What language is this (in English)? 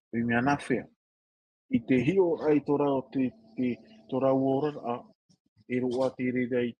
Tahitian